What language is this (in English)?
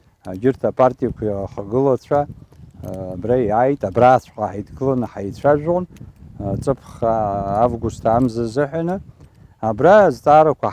Abkhazian